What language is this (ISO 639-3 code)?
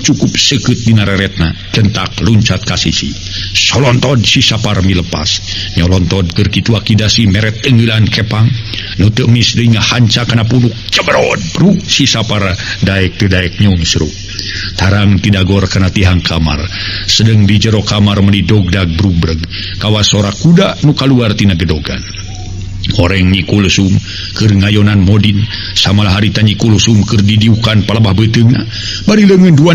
sun